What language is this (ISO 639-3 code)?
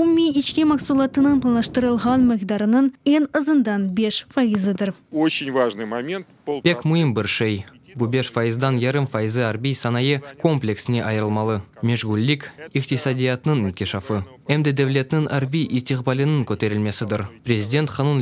crh